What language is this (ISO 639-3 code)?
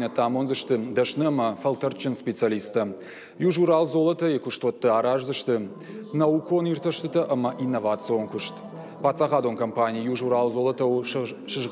oss